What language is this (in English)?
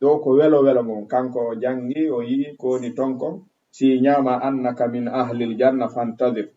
Fula